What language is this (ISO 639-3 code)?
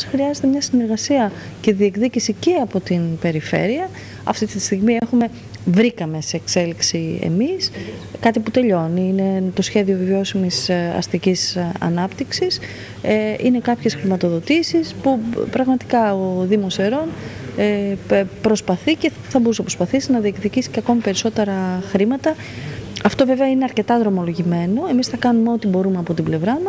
ell